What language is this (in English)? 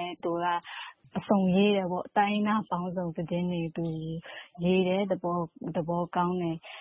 Burmese